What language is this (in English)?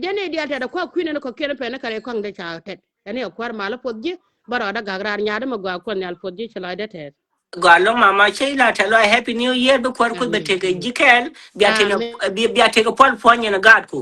Nuer